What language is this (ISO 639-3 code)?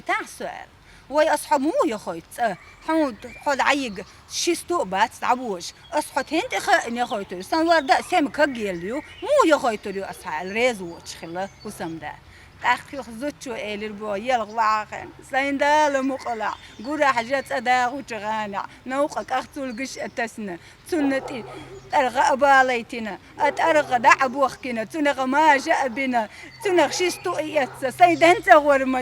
che